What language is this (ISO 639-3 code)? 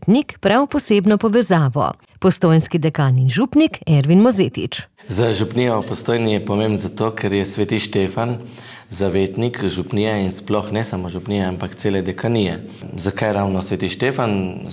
slv